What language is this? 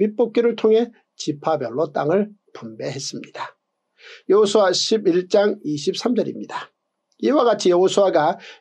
Korean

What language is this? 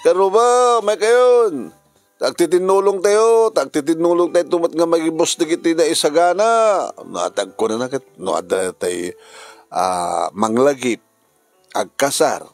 Iloko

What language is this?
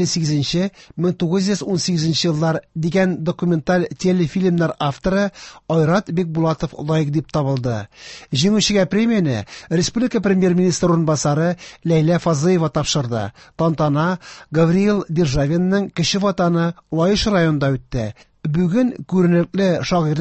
Tatar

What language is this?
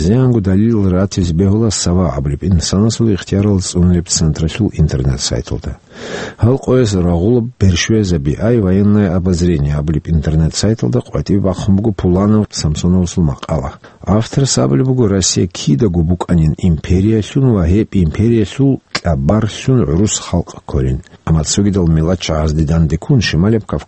Avaric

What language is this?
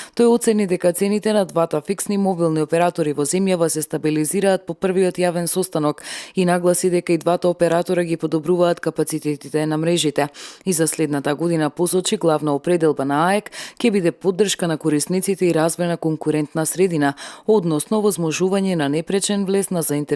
Macedonian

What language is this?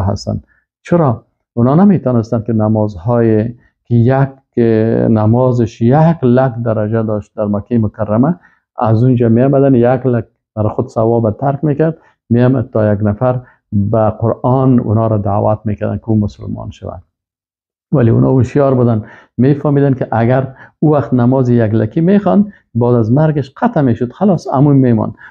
Persian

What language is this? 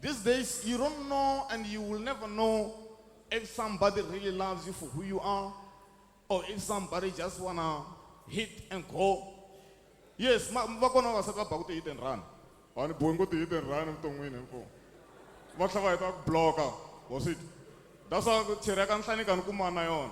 Tsonga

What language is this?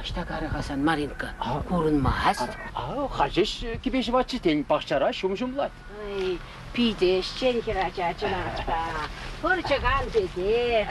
Chuvash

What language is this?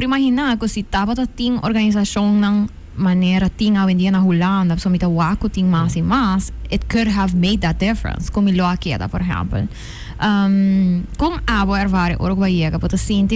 Papiamento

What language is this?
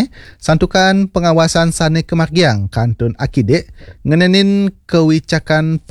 Balinese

